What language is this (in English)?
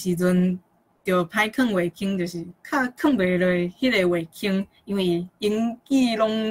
Min Nan Chinese